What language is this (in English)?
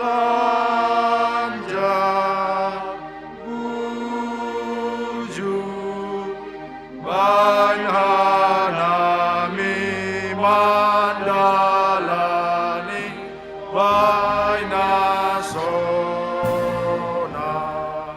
Batak Simalungun